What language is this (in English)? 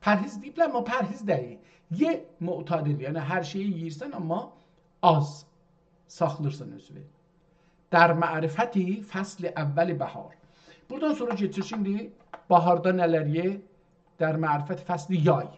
South Azerbaijani